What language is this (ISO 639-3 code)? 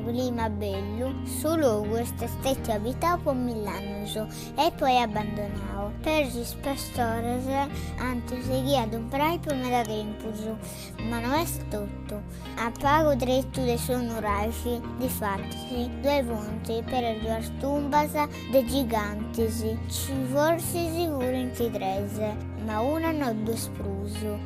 srd